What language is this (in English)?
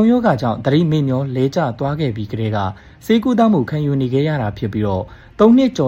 Burmese